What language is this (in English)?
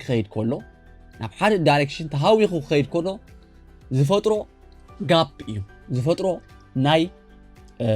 Tigrinya